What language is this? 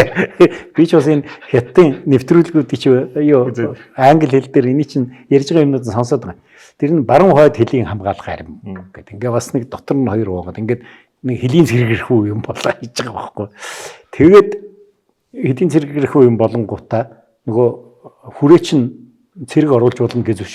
Mongolian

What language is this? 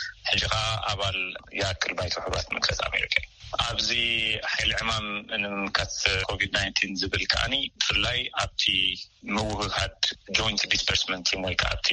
Tigrinya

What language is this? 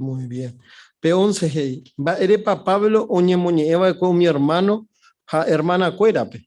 Guarani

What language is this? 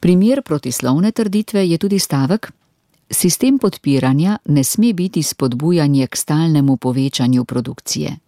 Slovenian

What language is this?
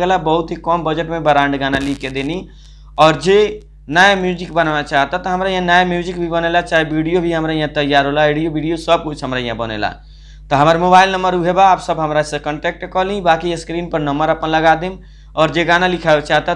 Bhojpuri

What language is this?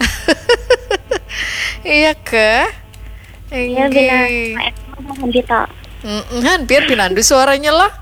Banjar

